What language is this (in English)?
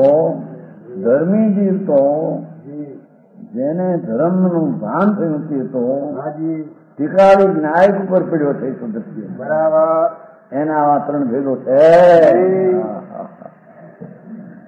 Gujarati